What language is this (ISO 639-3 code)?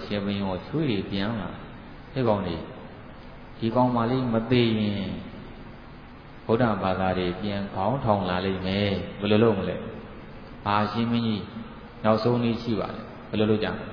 mya